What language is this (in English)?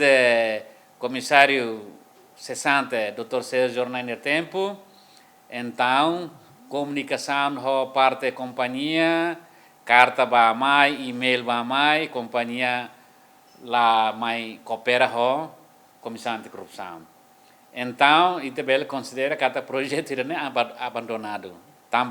Tetum